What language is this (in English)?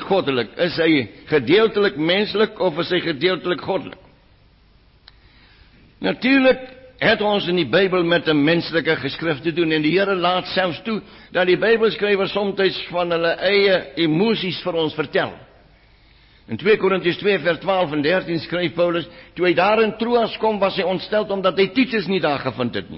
Afrikaans